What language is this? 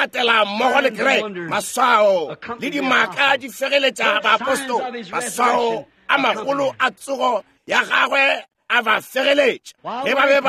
Northern Sotho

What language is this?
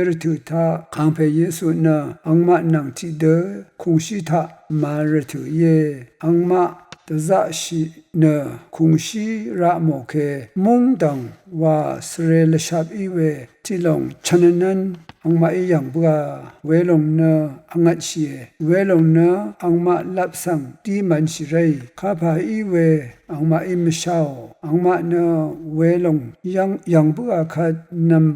Rawang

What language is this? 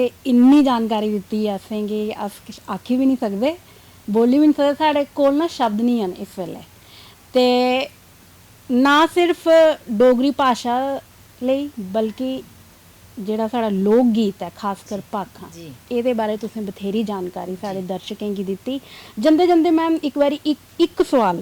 Dogri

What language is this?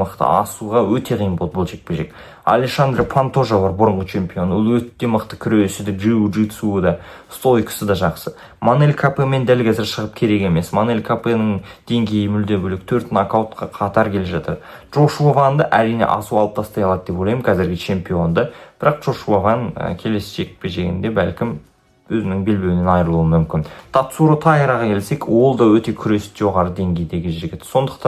Kazakh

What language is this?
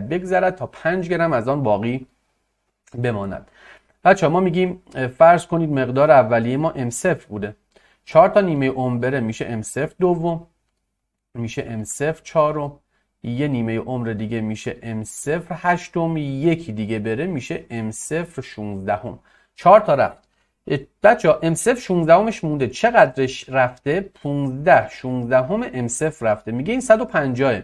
Persian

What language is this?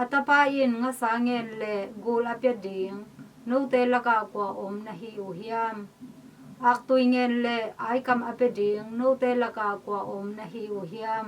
Tedim Chin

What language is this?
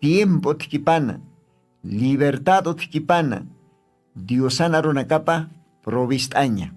Aymara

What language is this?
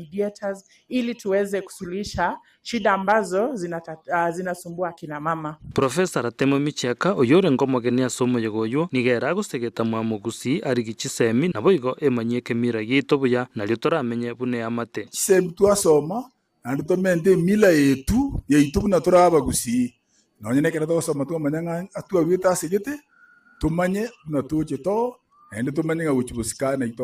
Gusii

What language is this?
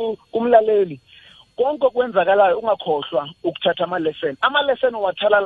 South Ndebele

